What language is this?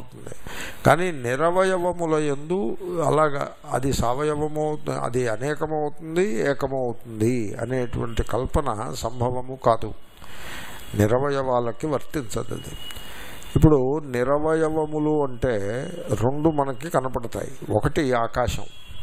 Telugu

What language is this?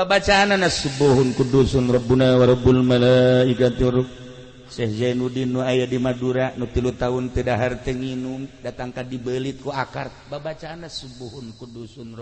Sundanese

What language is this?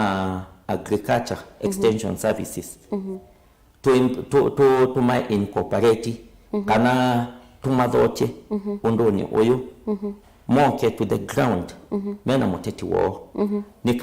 Kamba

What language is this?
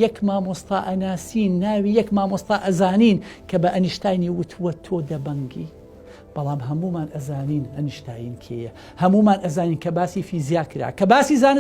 Central Kurdish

